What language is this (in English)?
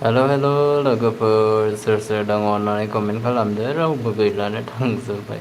Bodo